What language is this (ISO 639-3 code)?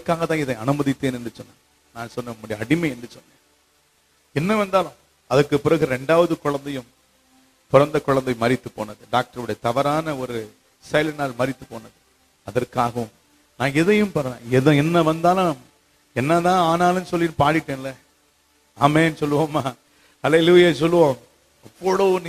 tam